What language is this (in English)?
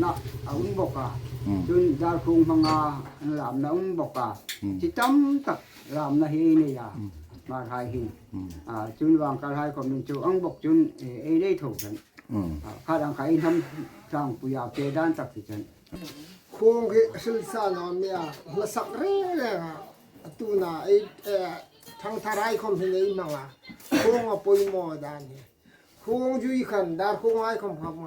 Hmar